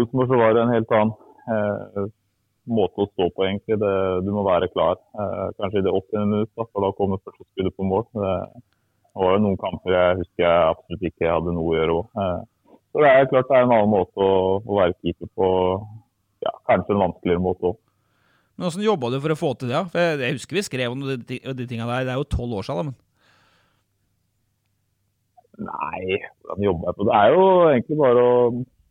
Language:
Norwegian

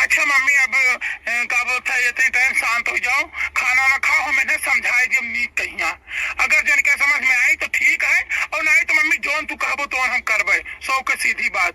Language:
Awadhi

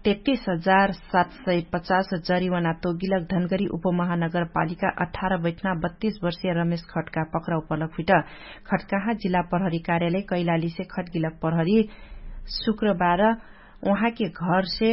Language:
Dangaura Tharu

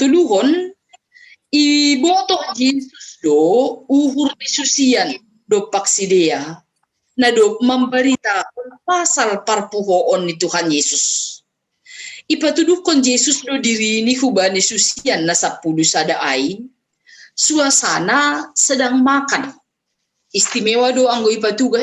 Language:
Batak Simalungun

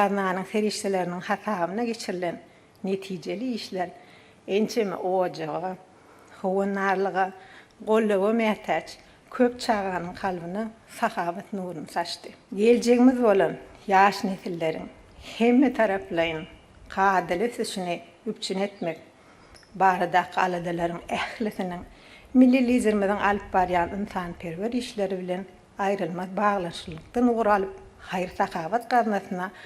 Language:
Turkmen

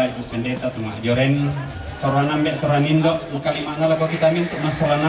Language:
Toraja-Sa'dan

